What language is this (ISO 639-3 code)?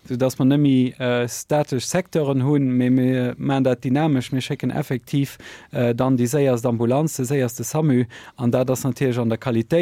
ltz